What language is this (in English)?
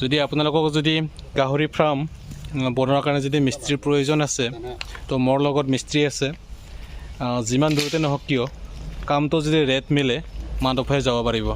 Assamese